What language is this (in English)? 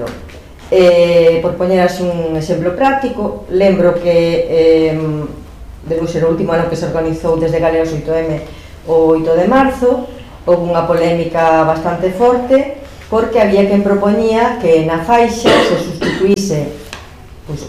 Galician